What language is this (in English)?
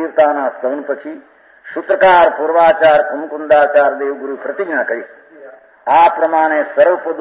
Gujarati